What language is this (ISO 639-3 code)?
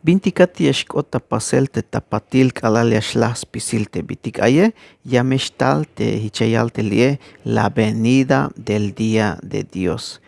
tzh